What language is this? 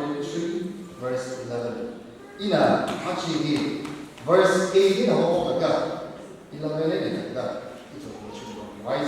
Tangkhul Naga (India)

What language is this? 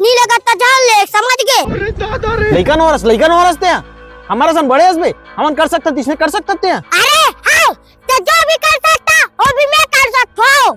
Chhattisgarhi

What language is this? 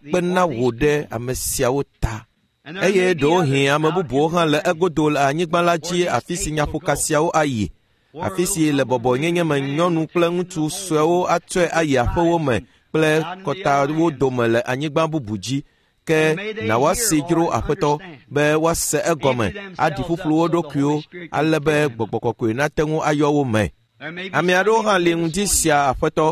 Ewe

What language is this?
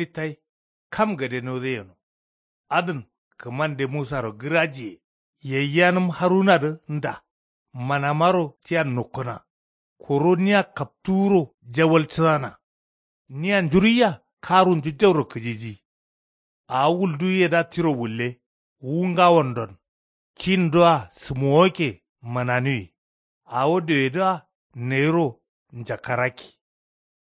Kanuri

